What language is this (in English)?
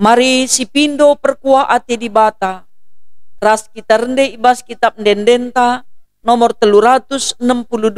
Batak Karo